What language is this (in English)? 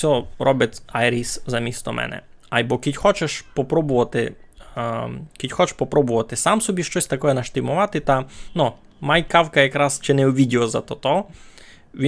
Rusyn